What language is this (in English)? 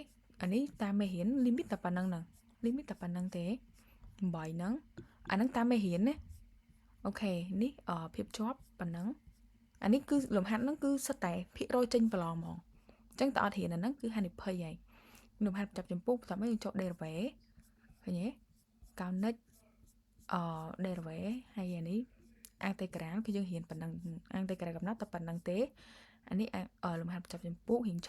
Khmer